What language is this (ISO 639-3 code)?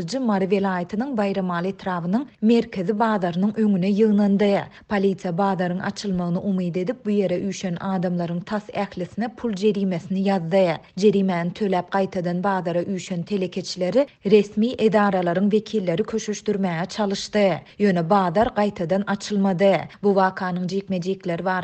tuk